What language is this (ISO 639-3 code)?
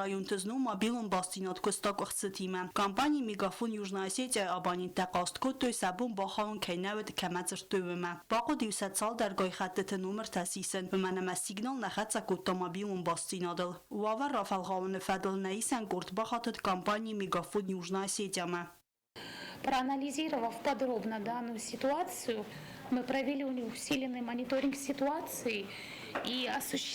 oss